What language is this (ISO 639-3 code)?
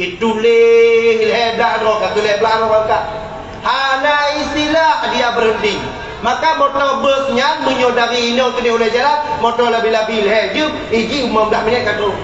ace